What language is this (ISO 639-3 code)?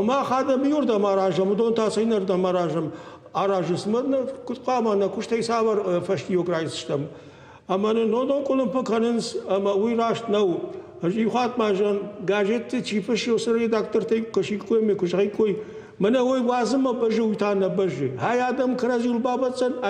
oss